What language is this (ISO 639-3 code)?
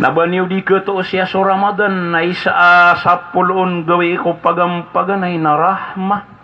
mrw